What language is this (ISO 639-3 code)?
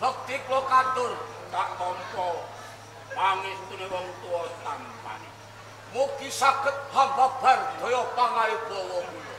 jav